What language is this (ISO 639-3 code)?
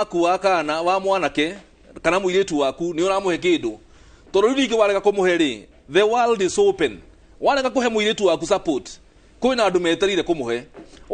kik